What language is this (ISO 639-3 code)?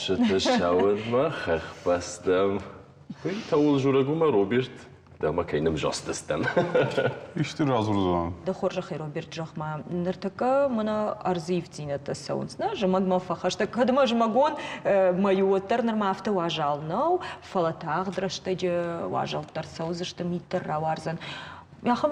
oss